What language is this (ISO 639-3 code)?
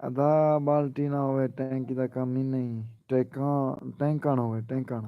skr